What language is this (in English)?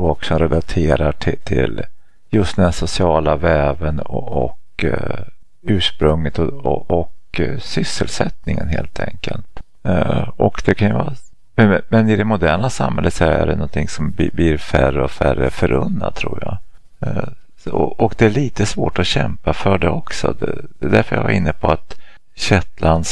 Swedish